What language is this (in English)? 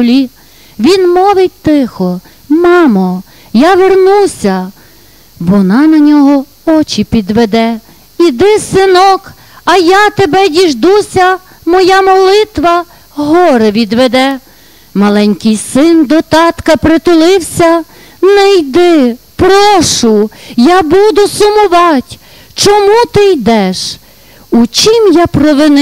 Ukrainian